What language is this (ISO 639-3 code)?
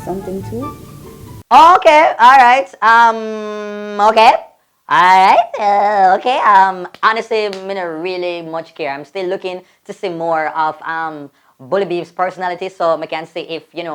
jam